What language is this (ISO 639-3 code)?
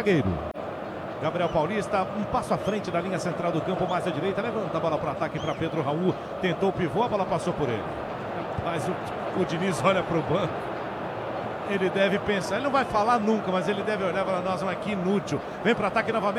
por